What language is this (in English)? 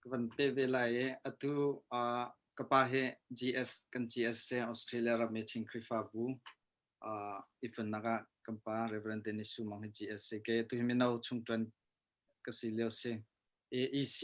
Hakha Chin